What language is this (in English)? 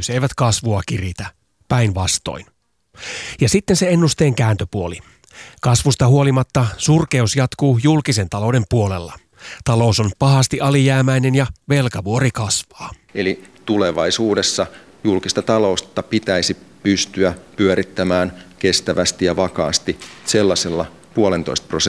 Finnish